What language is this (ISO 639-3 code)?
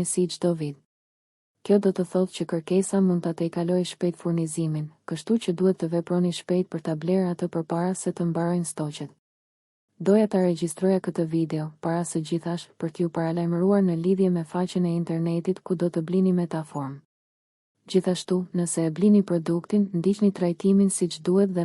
sqi